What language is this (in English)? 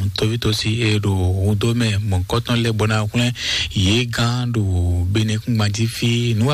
Fon